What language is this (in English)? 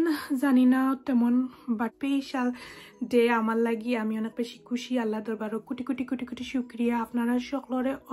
Sylheti